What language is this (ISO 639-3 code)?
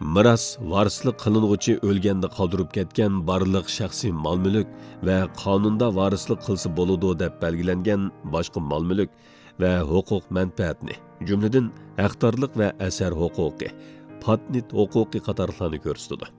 uig